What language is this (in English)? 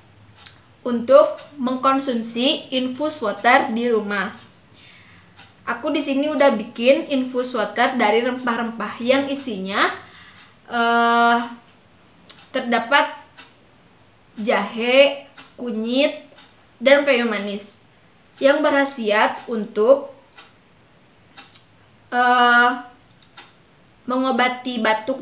Indonesian